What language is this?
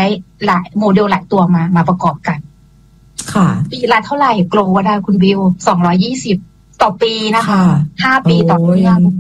Thai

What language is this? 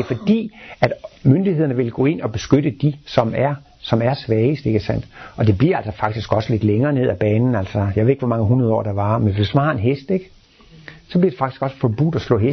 Danish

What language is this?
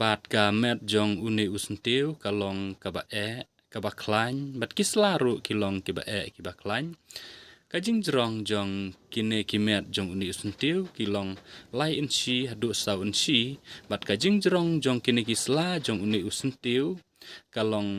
Khasi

